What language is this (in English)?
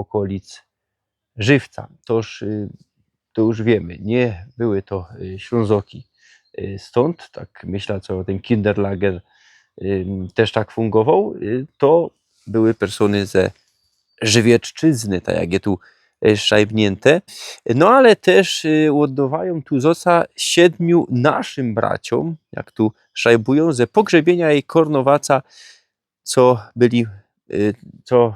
Silesian